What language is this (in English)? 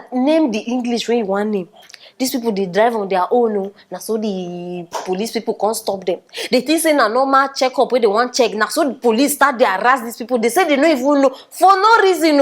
Nigerian Pidgin